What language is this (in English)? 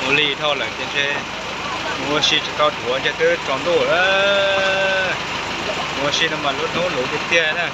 Hmong